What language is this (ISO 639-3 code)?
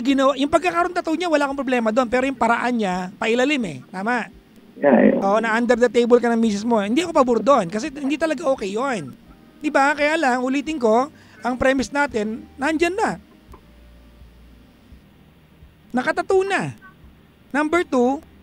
fil